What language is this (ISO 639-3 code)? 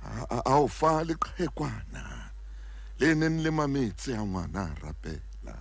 sot